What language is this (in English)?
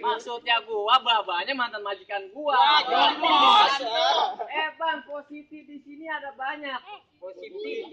Betawi